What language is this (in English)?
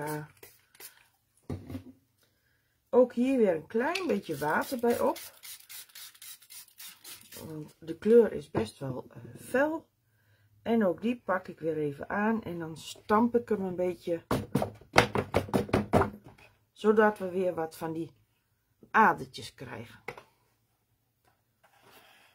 Dutch